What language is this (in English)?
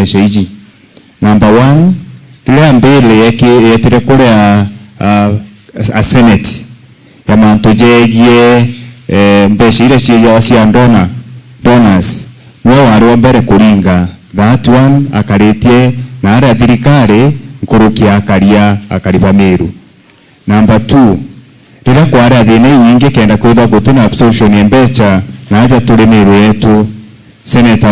Meru